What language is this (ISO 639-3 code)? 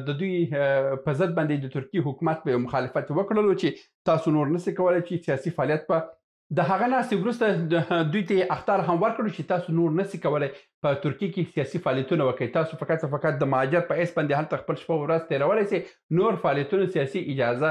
pus